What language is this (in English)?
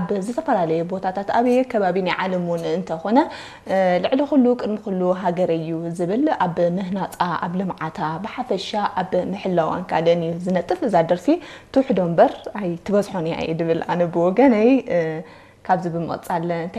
Tigrinya